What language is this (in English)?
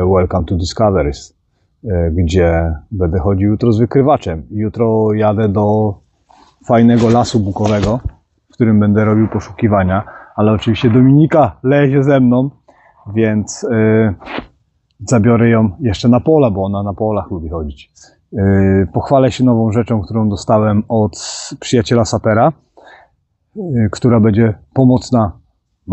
Polish